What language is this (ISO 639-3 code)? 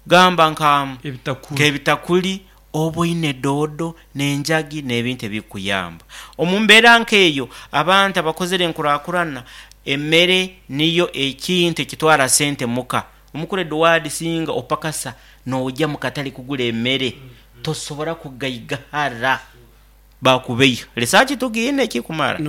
nyn